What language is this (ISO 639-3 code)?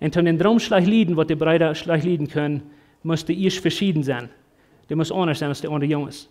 pdt